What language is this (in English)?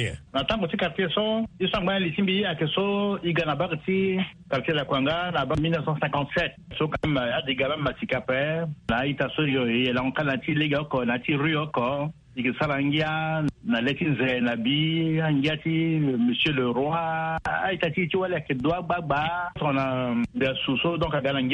Sango